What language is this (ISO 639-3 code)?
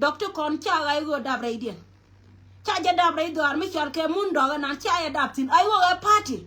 nus